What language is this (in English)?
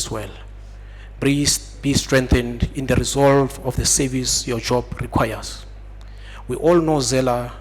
Tswana